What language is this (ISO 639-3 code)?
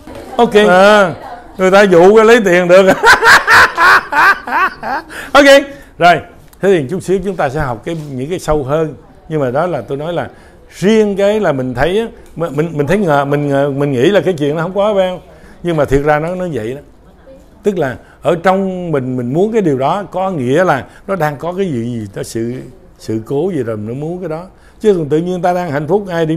vie